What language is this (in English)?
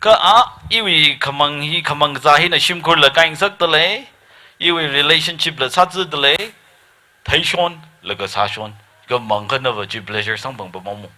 Tangkhul Naga (India)